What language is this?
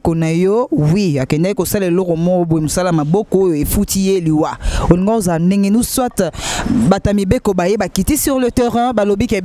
Lingala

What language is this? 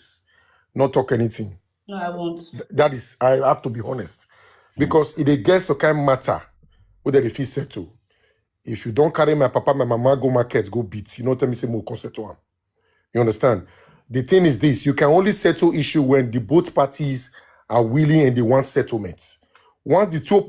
Nigerian Pidgin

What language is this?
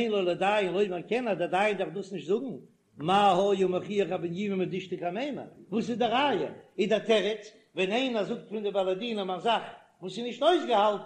Yiddish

